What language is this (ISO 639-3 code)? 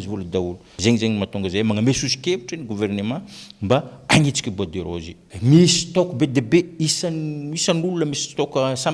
mlg